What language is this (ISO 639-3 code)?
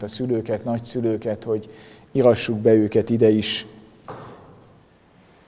hun